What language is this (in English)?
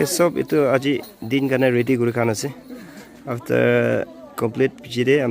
Naga Pidgin